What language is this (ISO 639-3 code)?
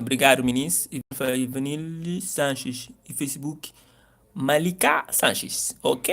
kea